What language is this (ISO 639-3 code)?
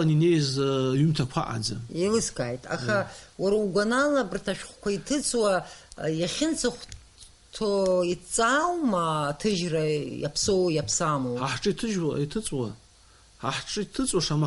abk